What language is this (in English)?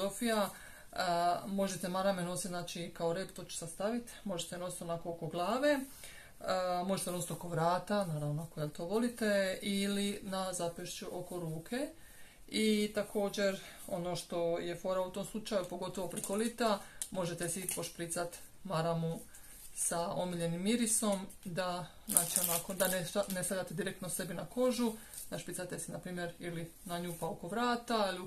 Croatian